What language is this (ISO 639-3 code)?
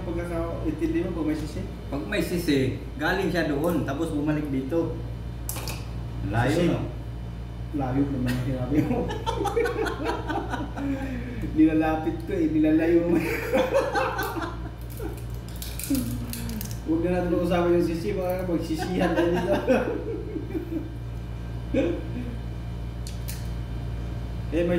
fil